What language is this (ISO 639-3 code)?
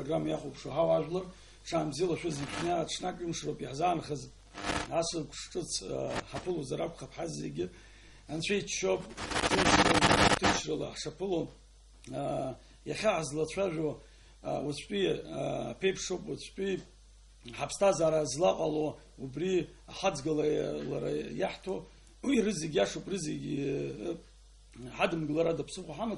abk